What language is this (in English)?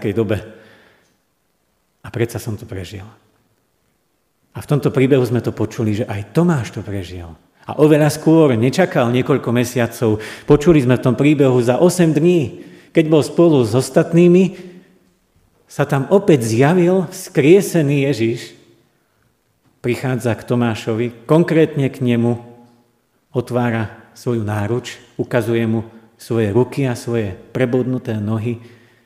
Slovak